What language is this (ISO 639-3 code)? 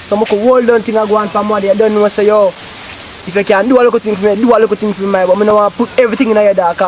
jam